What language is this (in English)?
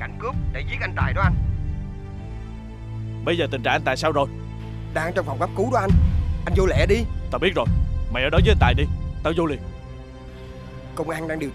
Vietnamese